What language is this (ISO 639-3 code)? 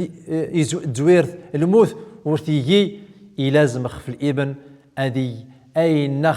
tzm